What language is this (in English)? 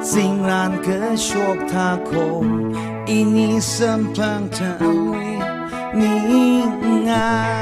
Tangkhul Naga (India)